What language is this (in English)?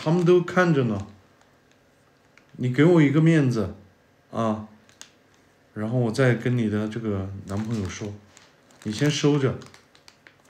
Chinese